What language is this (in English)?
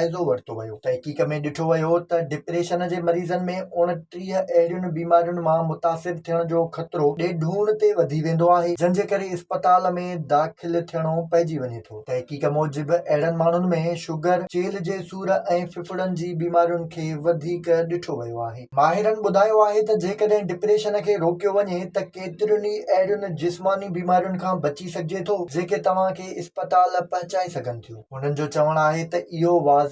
Sindhi